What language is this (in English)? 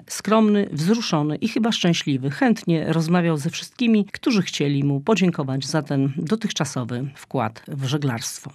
Polish